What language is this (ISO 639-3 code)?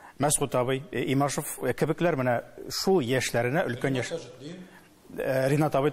tat